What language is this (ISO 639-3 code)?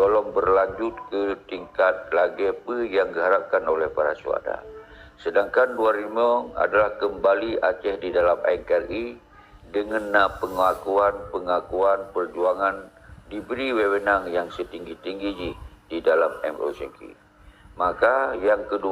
ace